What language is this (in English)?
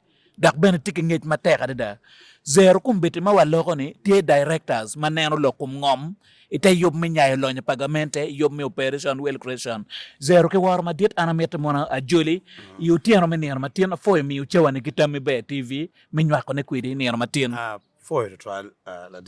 Acoli